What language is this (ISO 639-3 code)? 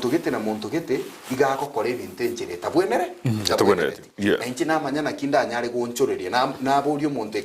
guz